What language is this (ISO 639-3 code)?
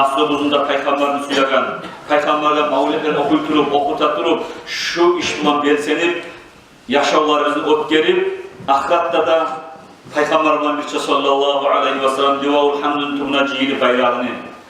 kum